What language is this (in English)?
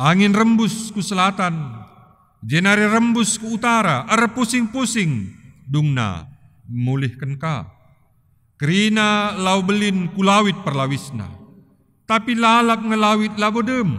Batak Karo